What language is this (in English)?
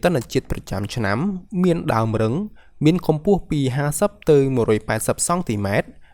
Khmer